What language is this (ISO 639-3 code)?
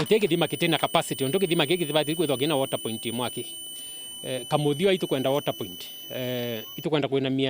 mer